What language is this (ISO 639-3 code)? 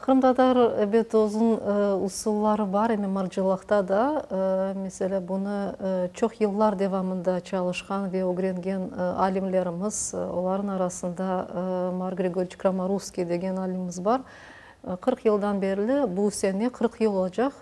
crh